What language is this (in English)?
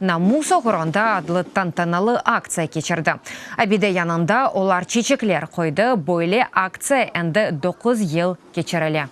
Crimean Tatar